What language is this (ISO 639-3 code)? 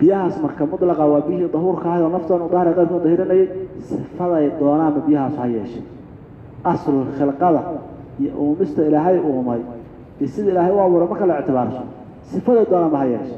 som